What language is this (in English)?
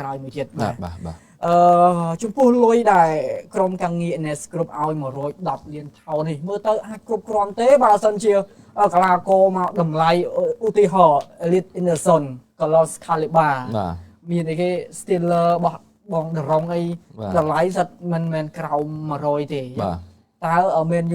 Khmer